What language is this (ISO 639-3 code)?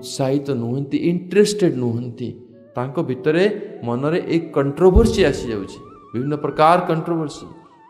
ori